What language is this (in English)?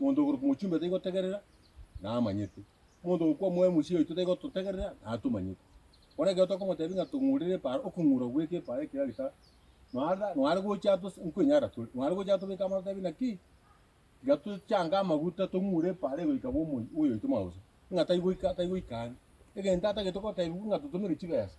Gusii